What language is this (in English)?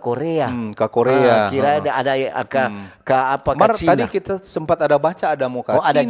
Manado Malay